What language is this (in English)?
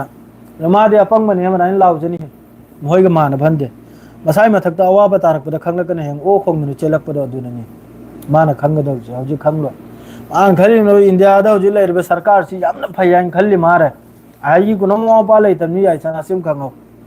Manipuri